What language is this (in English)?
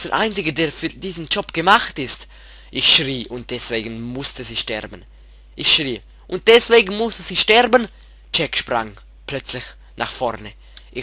Swiss German